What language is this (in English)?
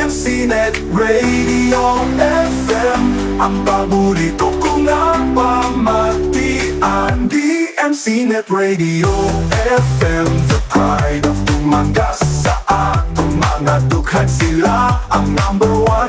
Hiligaynon